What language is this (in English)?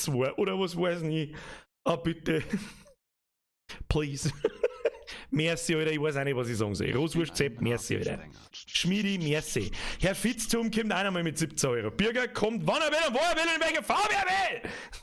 Bavarian